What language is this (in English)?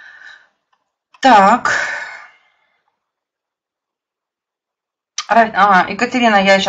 Russian